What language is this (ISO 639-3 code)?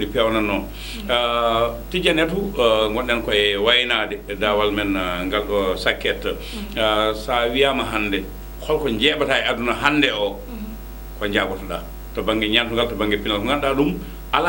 ful